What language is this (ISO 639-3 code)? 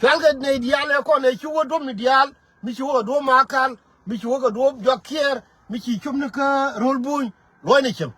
nus